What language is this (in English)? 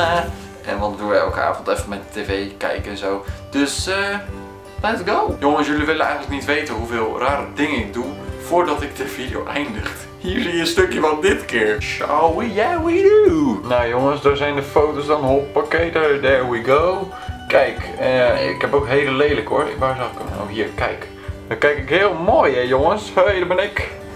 Dutch